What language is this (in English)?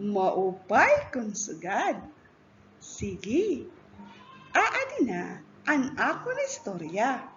Waray